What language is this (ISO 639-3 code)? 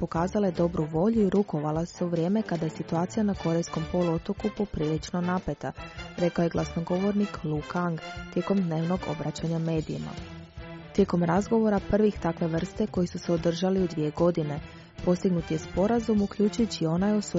hrv